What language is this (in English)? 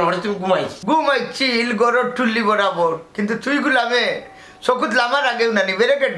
Sylheti